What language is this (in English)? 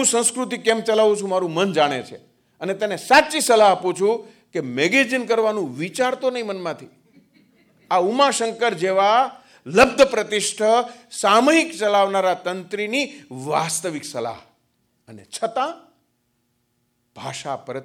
Gujarati